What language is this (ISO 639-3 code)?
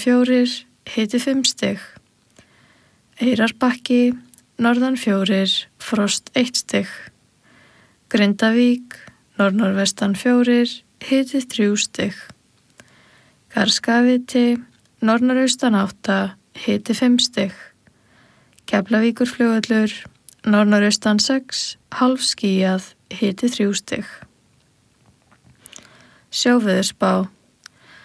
isl